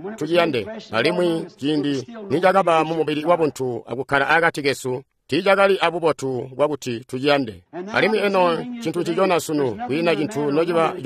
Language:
Tonga (Zambia)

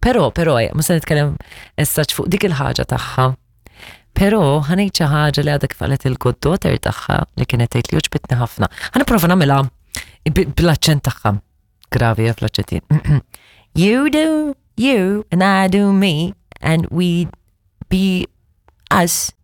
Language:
Maltese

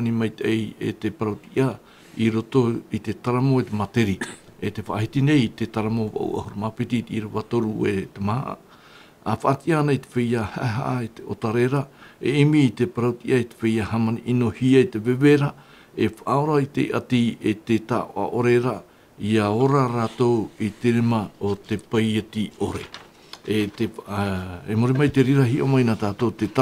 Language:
Tahitian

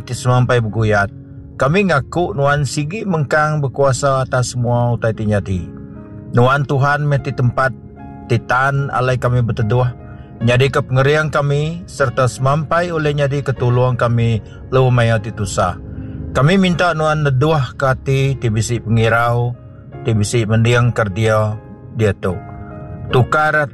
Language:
Iban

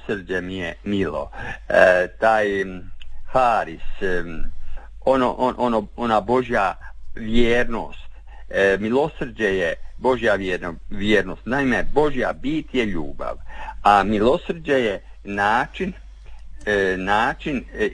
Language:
Croatian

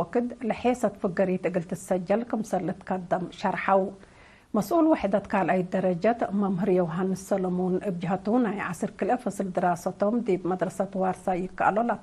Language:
Tigre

